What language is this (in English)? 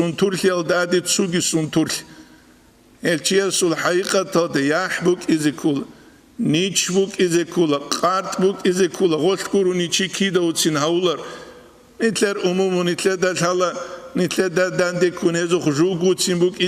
Avaric